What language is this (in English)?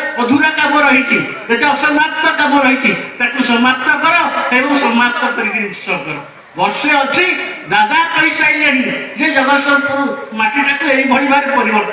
Odia